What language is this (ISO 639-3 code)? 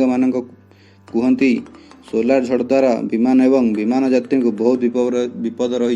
ori